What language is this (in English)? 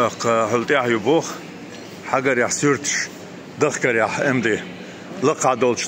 Chechen